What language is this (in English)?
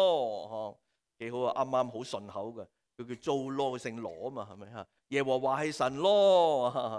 Cantonese